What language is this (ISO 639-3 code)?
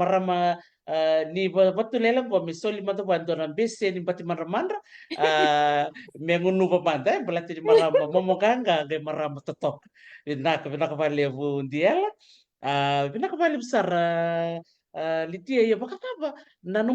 fij